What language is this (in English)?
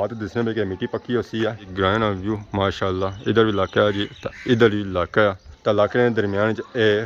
Pahari-Potwari